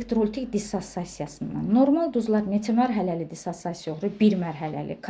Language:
Azerbaijani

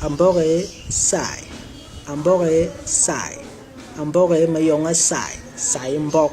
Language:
Basaa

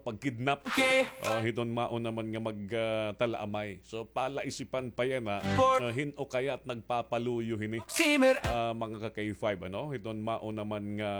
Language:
Waray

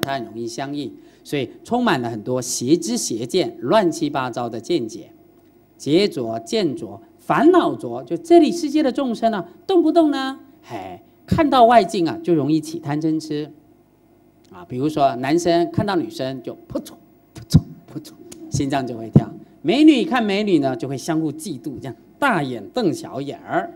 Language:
Chinese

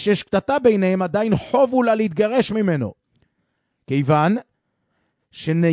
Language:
Hebrew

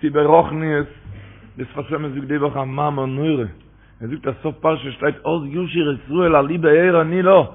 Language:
Yiddish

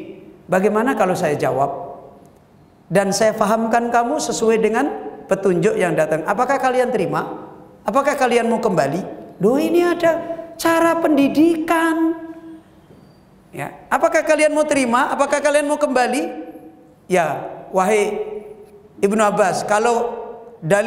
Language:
Indonesian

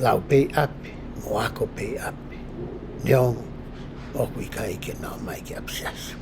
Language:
Tongan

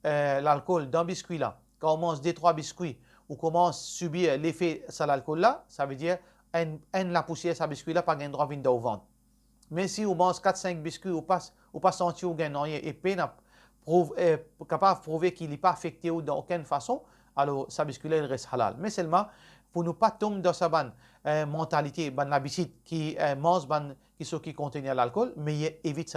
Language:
Morisyen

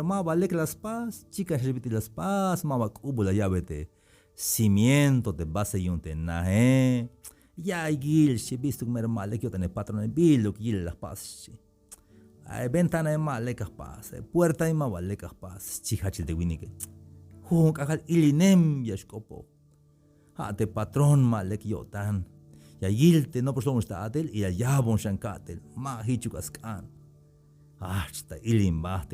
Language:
Tzeltal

